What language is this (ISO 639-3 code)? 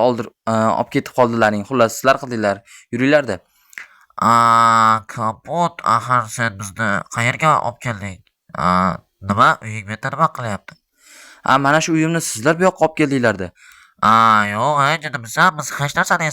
uzb